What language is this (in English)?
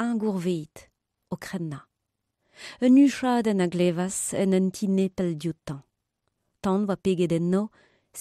Breton